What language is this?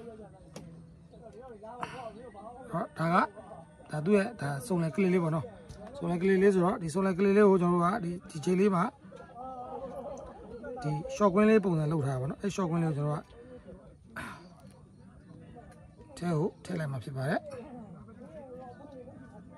Burmese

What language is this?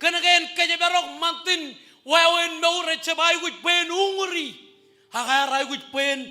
Marshallese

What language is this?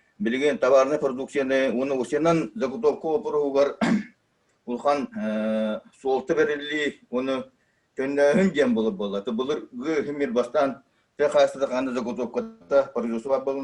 Yakut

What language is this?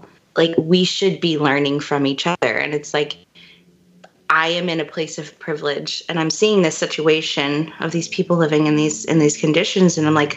English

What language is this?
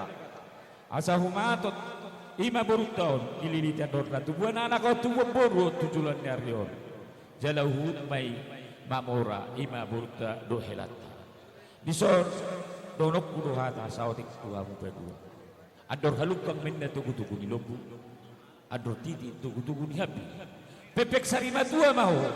Batak Toba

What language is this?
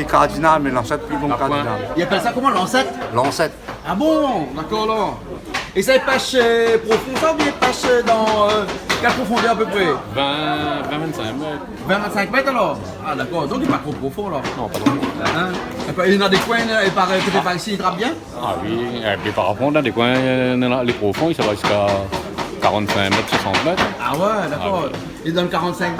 Réunion Creole French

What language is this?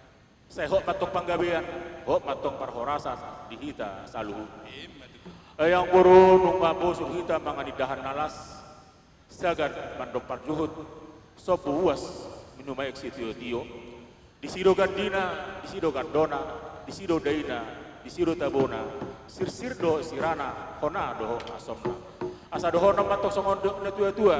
Batak Toba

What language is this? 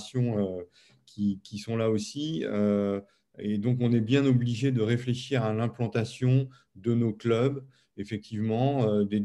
French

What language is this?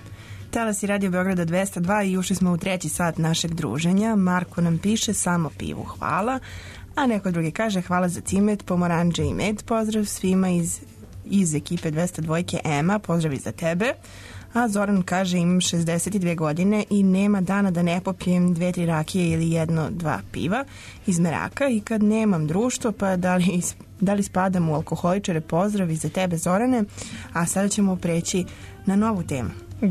Serbian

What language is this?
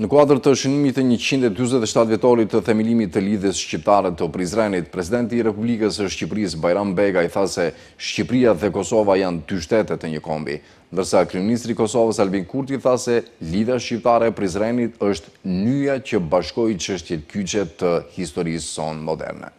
Albanian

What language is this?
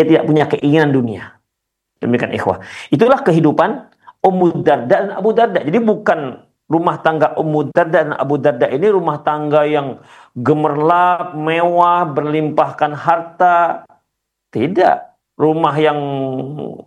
Indonesian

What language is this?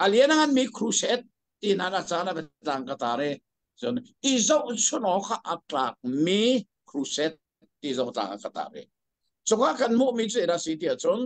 Hakha Chin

